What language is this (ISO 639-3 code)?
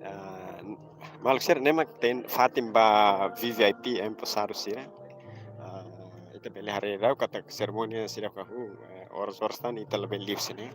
tet